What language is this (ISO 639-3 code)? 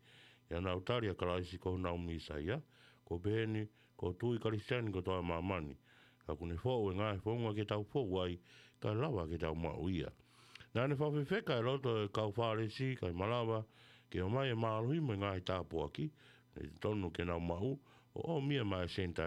ton